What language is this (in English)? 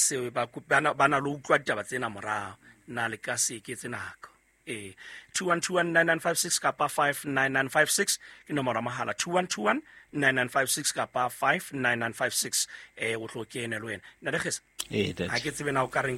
Southern Sotho